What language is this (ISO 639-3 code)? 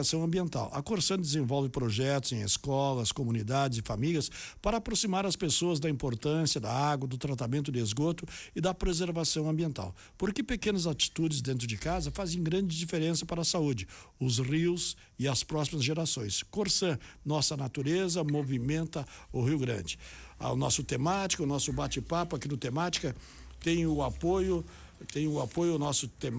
por